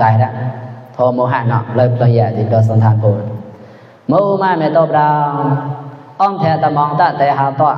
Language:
Mon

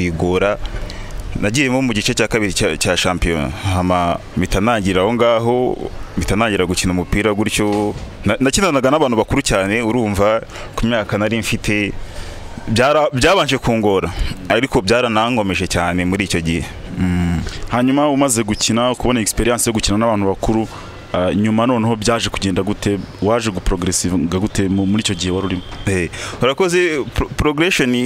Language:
Kinyarwanda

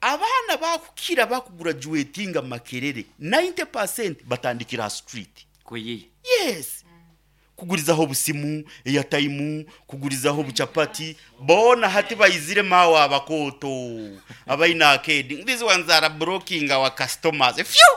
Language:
Nyankole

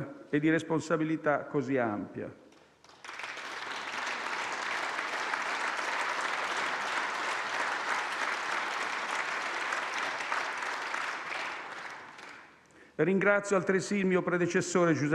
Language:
Italian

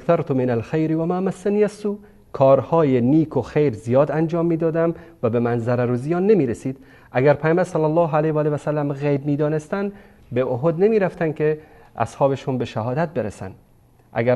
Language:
Persian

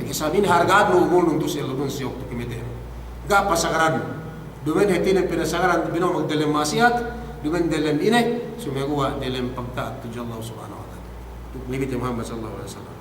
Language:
Yakan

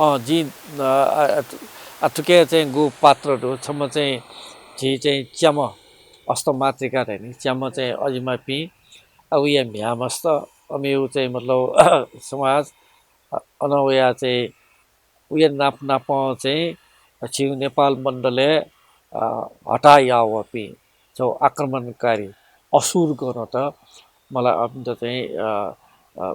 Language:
Newari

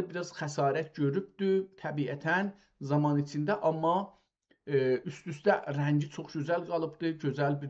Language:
South Azerbaijani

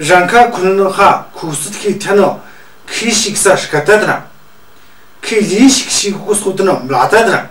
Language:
Tu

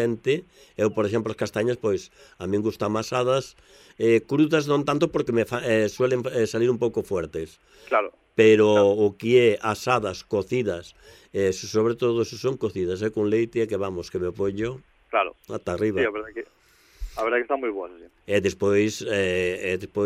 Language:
Galician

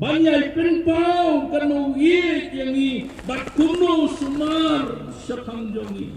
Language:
Khasi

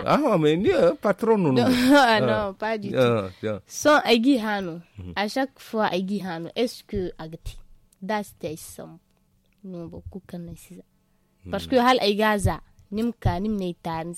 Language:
Zarma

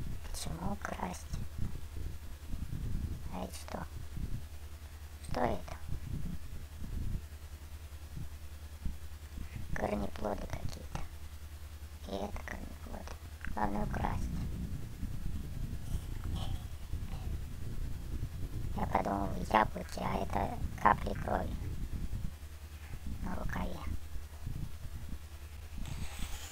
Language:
Russian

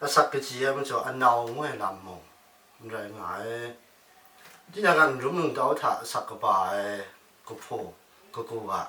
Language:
Kachin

